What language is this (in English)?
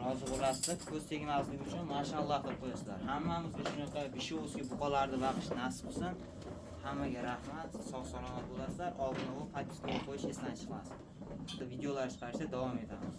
Uzbek